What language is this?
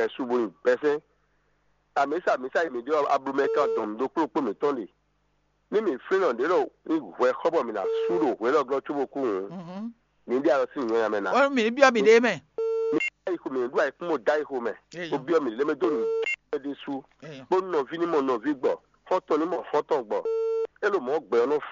Fon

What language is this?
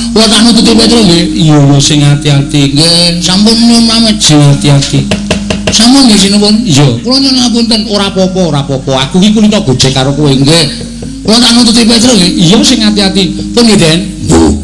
Javanese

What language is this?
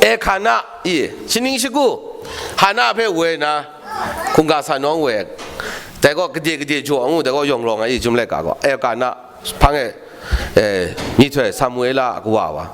Kachin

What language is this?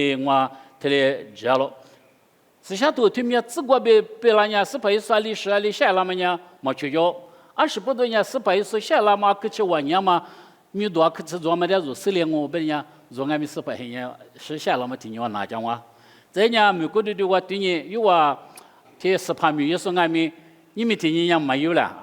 Lisu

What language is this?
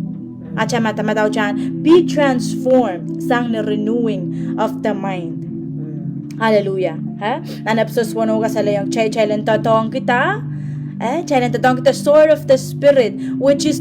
Pohnpeian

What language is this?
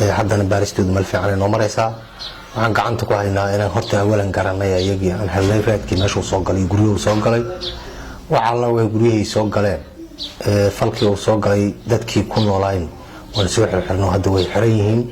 Somali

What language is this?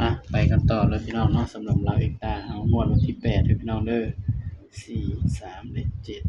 Northeastern Thai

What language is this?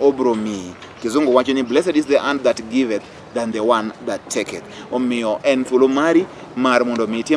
Luo (Kenya and Tanzania)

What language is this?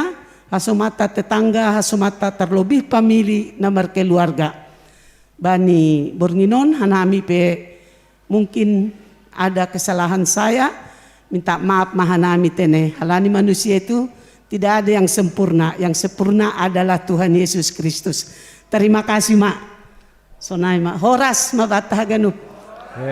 Batak Simalungun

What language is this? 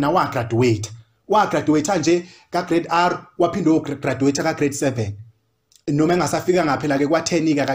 Zulu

